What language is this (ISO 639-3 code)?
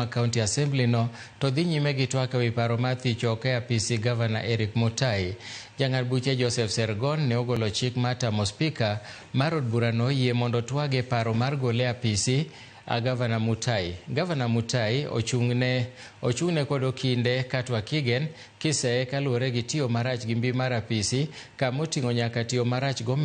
luo